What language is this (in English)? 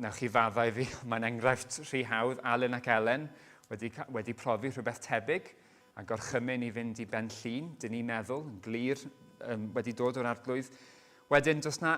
Welsh